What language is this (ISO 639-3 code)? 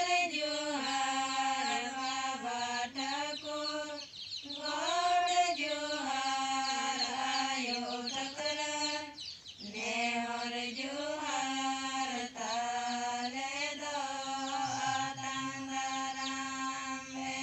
sat